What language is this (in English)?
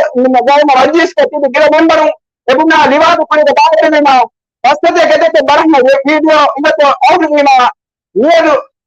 Divehi